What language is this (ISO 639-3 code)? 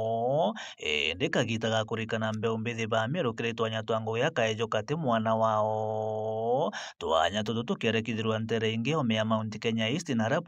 mer